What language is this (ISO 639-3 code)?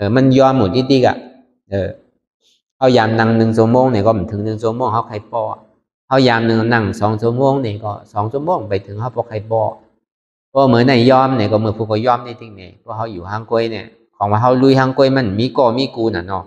shn